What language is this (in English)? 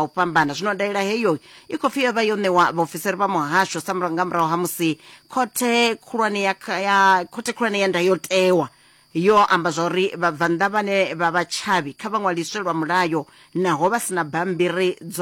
Venda